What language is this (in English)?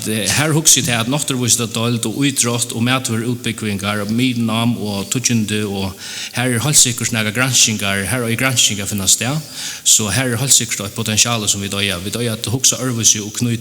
Faroese